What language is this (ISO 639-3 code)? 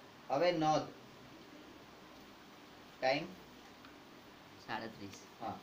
guj